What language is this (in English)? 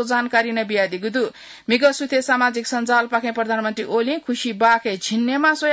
Newari